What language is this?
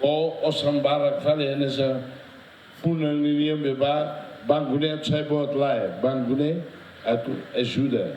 Tetum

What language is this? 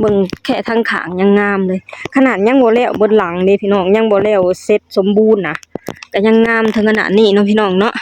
Lao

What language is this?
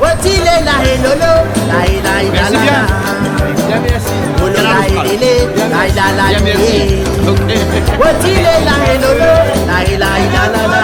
Réunion Creole French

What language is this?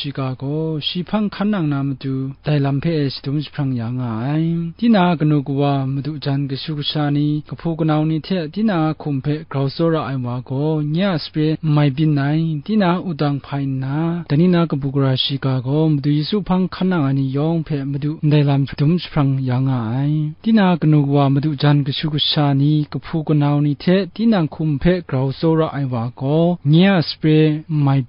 Kachin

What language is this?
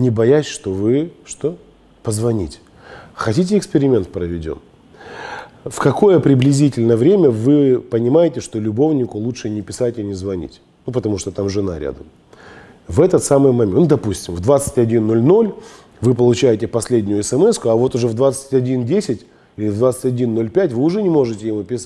Russian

